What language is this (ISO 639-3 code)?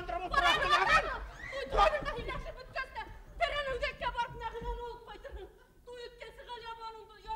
bak